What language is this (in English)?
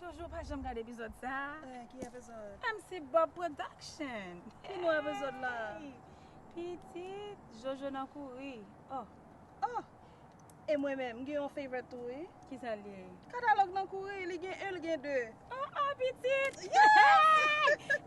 Haitian Creole